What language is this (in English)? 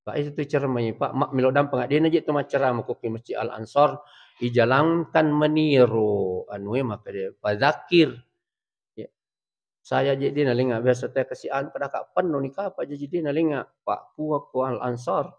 Buginese